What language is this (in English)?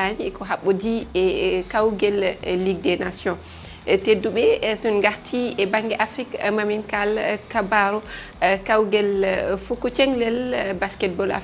Fula